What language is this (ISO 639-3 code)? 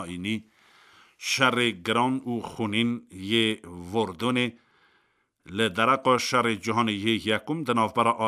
kur